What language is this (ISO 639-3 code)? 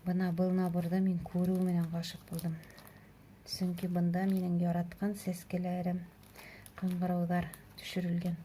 bak